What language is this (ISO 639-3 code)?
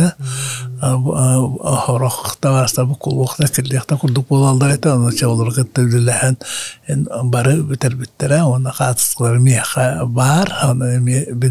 sah